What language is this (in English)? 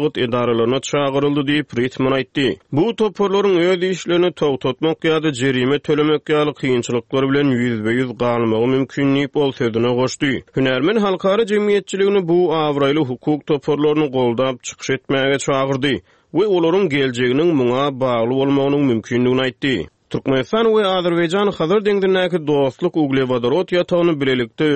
Turkmen